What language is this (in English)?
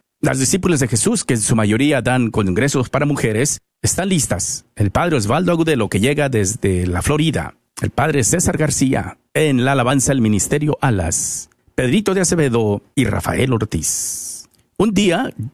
Spanish